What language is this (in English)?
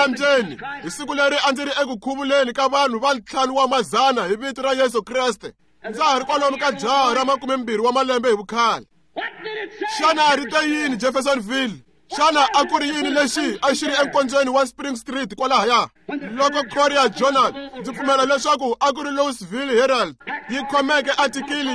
Tsonga